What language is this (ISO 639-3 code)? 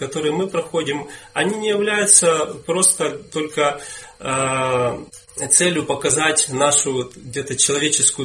rus